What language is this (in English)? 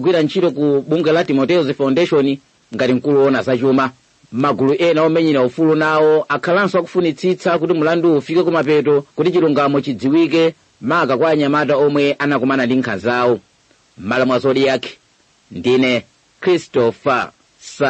Nyanja